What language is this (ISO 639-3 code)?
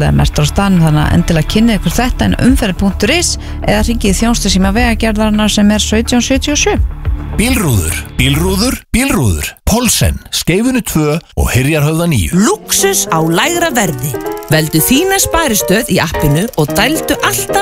isl